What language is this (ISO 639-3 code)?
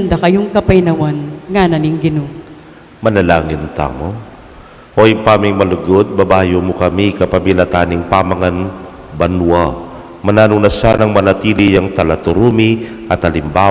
pam